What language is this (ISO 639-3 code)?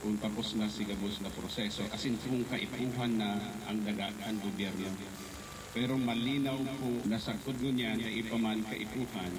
bik